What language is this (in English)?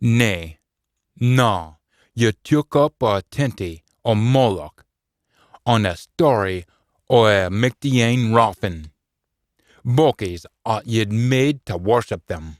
Scots